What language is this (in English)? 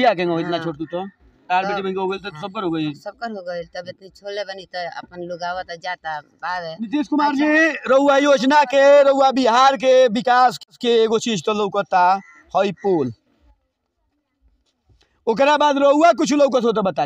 Bhojpuri